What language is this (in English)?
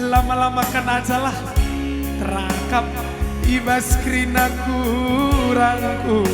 Batak Karo